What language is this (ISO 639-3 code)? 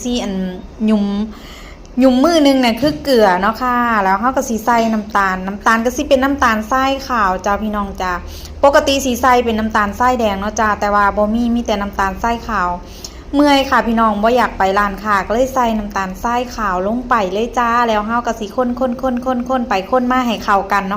lao